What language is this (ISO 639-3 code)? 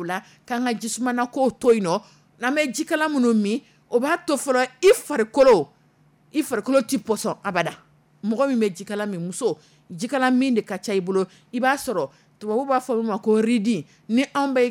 dyu